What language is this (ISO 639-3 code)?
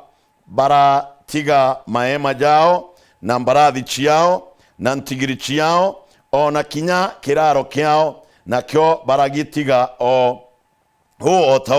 mer